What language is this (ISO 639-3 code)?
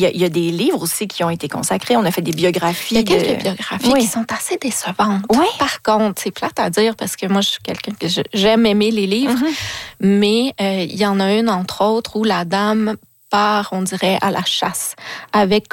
fra